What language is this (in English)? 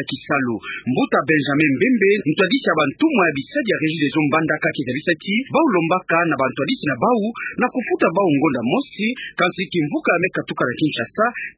Kituba (Democratic Republic of Congo)